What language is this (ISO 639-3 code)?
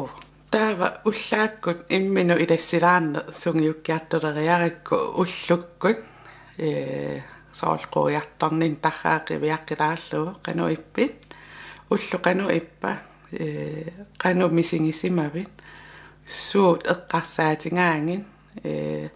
kal